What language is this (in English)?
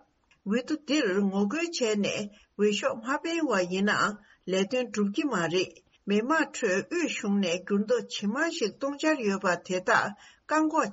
Tibetan